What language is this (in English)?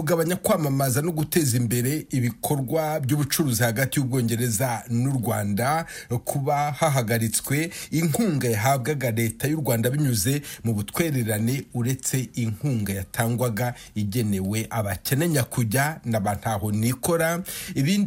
Kinyarwanda